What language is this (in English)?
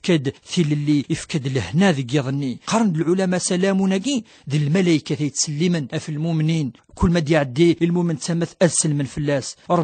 Kabyle